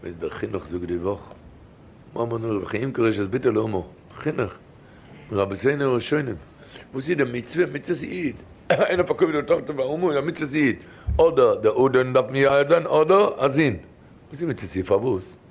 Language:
Yiddish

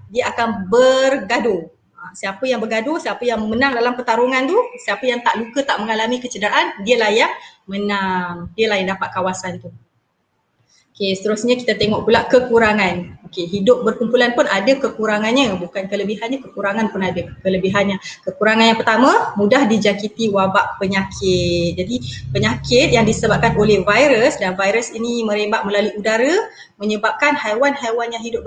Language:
Malay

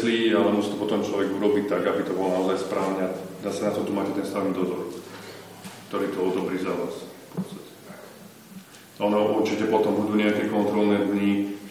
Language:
Slovak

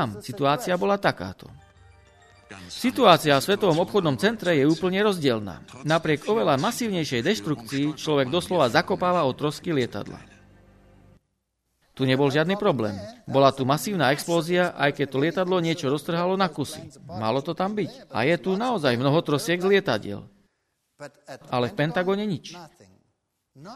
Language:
Slovak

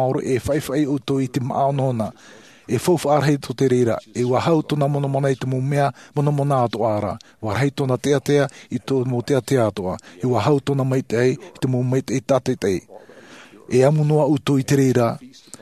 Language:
Tahitian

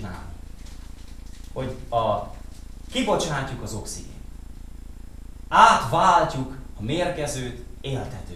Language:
Hungarian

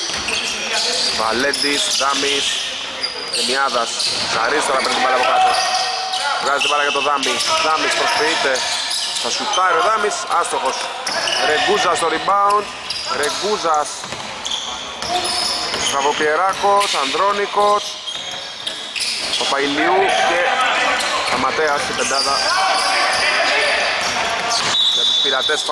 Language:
Greek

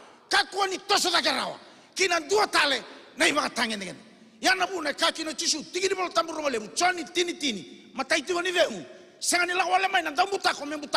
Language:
Fijian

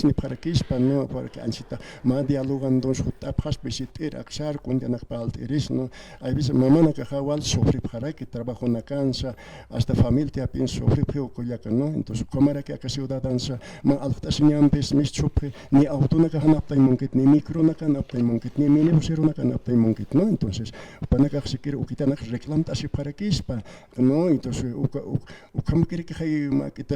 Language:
Aymara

